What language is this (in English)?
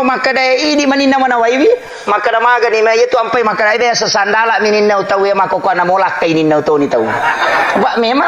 Buginese